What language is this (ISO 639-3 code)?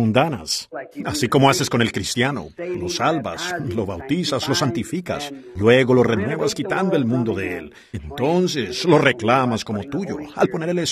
spa